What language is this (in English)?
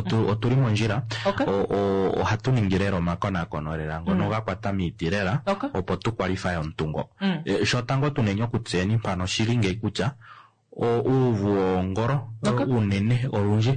Kuanyama